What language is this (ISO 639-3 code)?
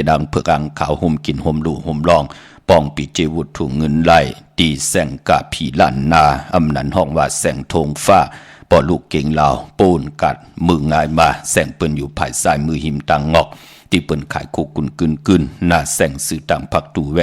shn